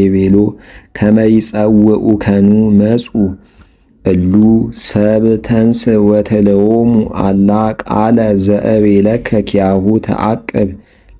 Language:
Amharic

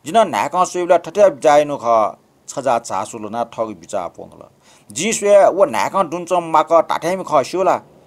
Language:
Newari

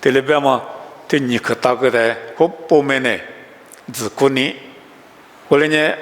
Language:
Lisu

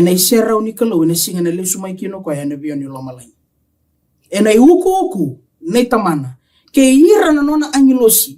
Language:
Fijian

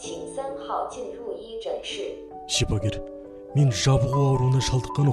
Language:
Kazakh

